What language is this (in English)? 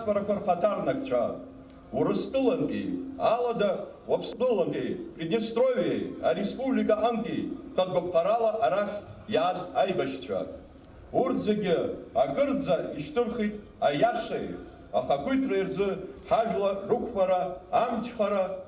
Abkhazian